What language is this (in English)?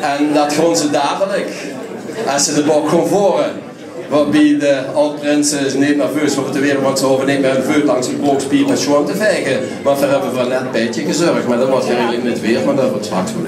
Limburgish